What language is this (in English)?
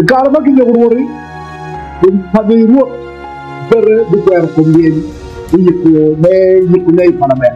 Acoli